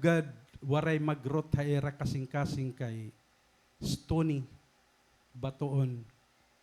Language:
Waray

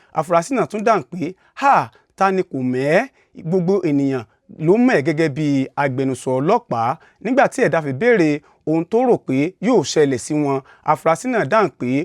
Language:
Yoruba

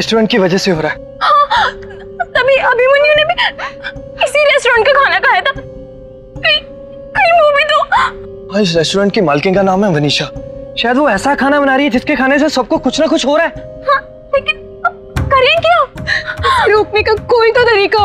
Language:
Hindi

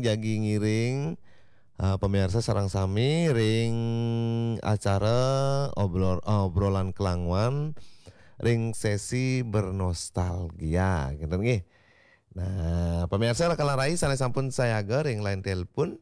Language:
Balinese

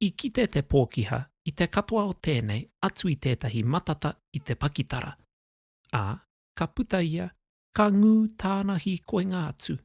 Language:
Māori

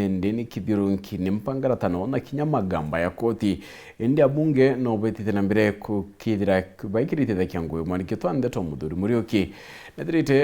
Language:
Meru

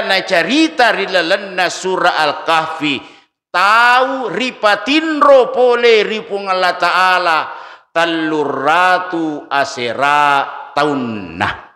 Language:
Buginese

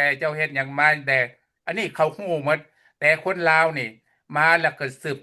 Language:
Lao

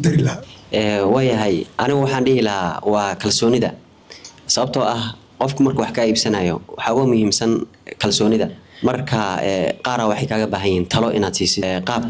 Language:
Somali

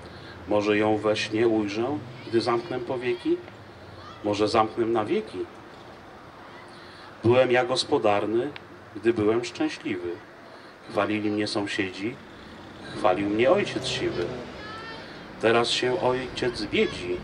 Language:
Polish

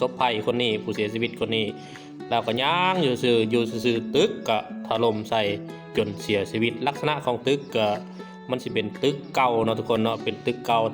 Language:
Lao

